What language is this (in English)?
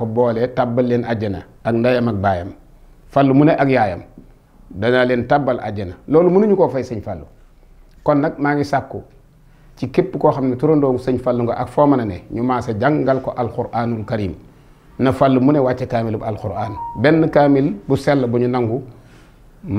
Wolof